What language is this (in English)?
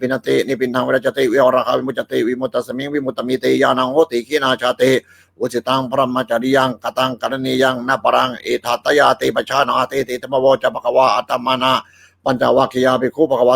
Pali